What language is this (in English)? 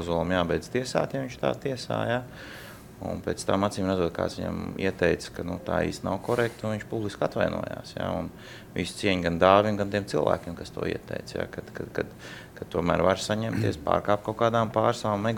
Latvian